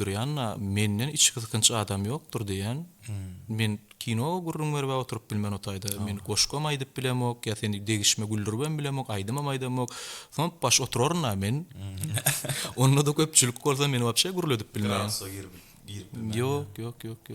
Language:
Turkmen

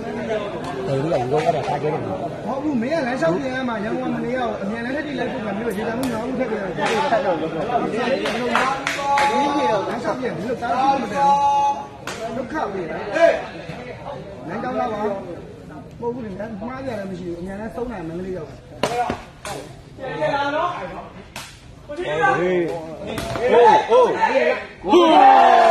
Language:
Burmese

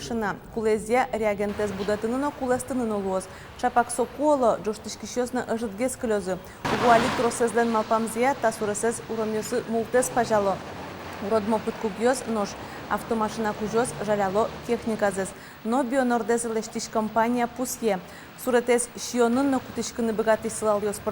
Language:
Udmurt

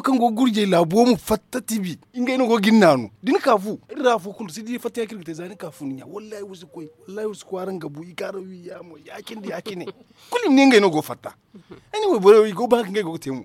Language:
Zarma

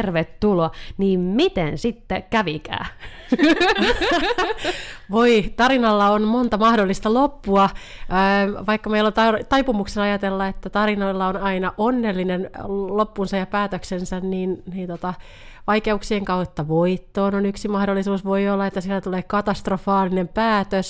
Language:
Finnish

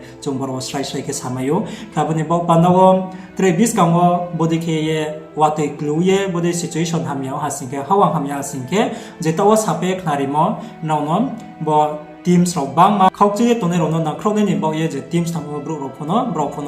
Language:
Riang (India)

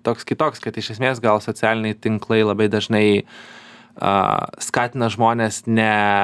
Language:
Lithuanian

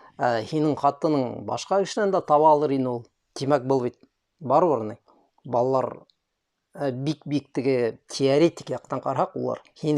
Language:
Bashkir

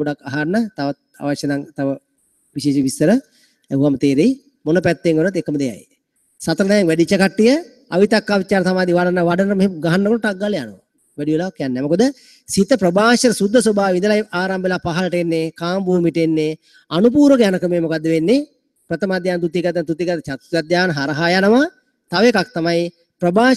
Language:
Sinhala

